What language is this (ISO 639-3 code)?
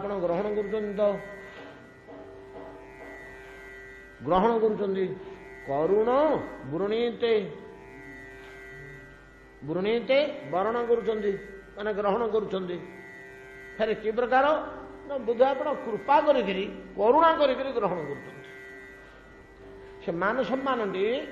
ori